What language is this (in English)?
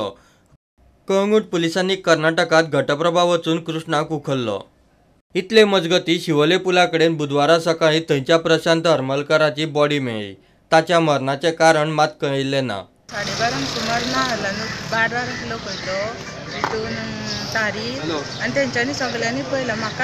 Konkani